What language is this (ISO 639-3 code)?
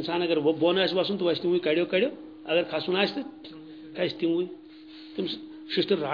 kas